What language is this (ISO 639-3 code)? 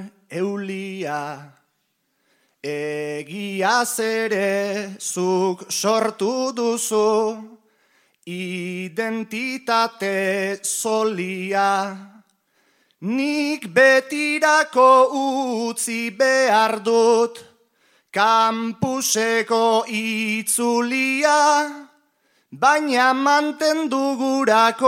eus